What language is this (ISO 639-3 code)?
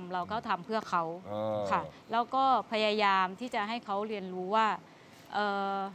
tha